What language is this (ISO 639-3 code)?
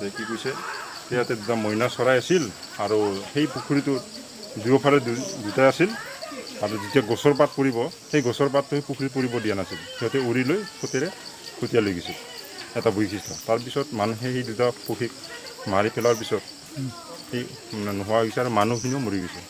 asm